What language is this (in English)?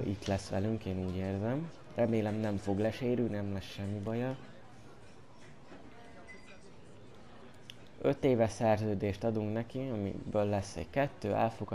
Hungarian